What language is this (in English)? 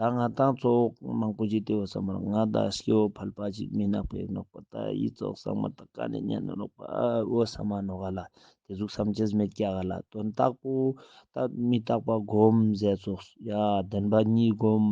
Ladakhi